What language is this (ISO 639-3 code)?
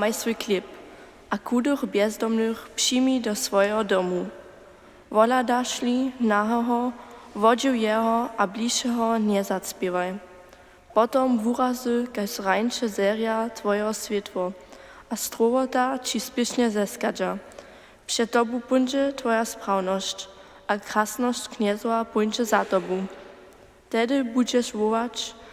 hsb